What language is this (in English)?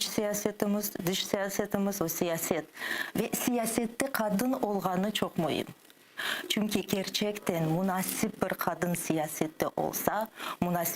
Crimean Tatar